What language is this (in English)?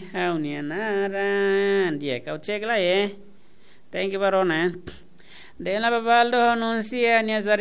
Tetum